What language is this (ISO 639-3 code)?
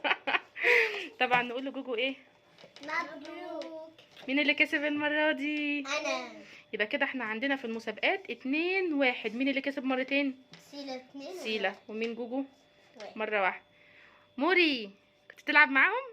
arz